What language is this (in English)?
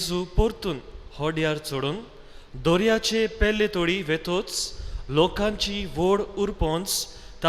Konkani